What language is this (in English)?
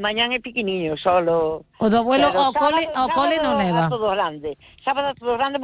Galician